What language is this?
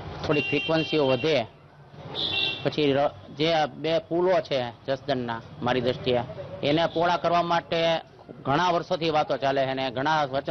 Gujarati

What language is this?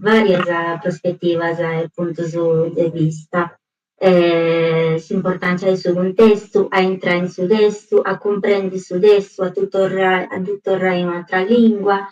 Sardinian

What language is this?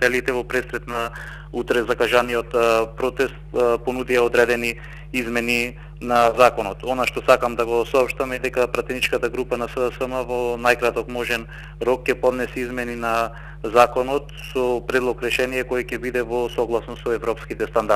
Macedonian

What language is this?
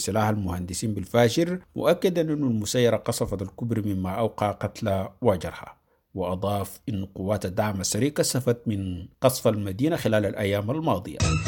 Sudanese Arabic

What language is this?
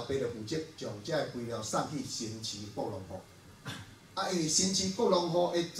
Min Nan Chinese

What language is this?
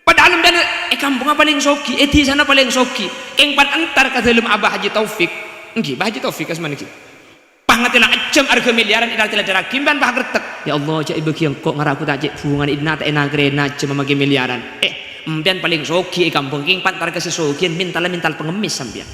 Madurese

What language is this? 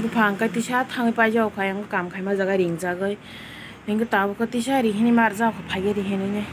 Kok Borok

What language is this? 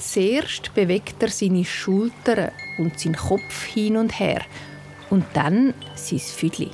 Swiss German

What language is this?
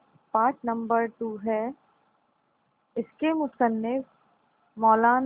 Urdu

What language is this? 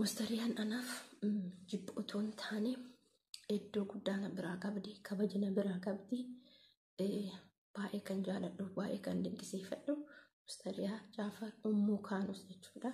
Oromo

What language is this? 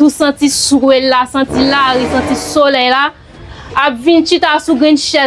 Haitian Creole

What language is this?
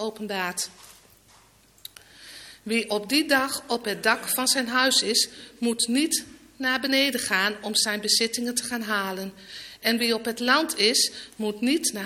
Dutch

